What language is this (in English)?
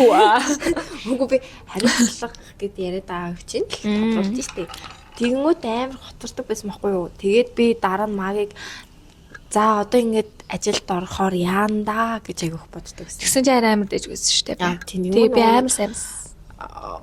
Mongolian